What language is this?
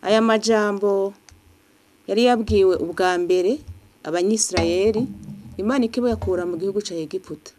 Rundi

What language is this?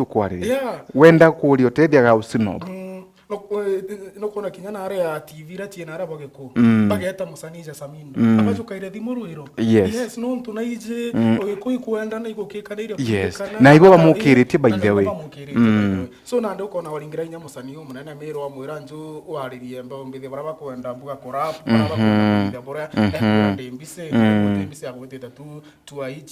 Meru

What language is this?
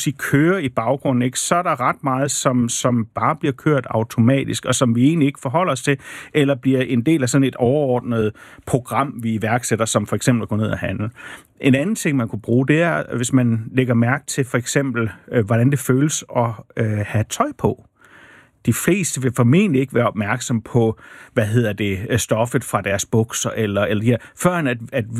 Danish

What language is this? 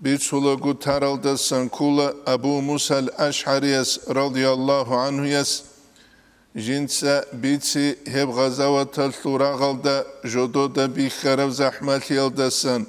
Avaric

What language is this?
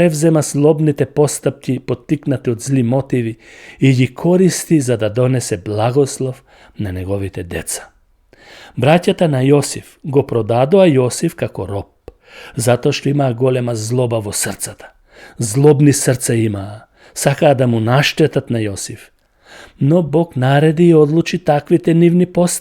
Macedonian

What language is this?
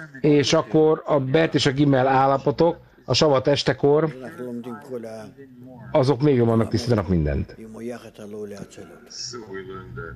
Hungarian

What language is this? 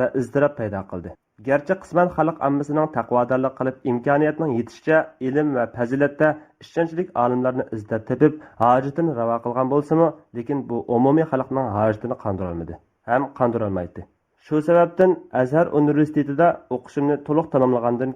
Uyghur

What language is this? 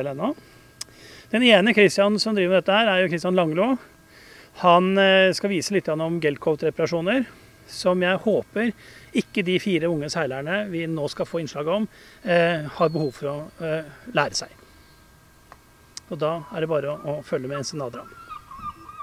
Norwegian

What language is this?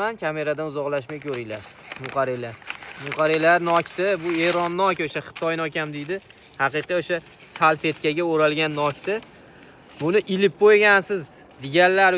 Uzbek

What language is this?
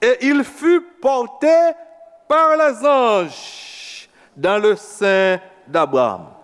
Haitian Creole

